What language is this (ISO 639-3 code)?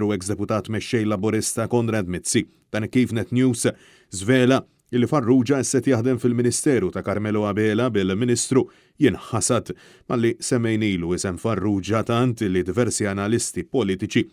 mlt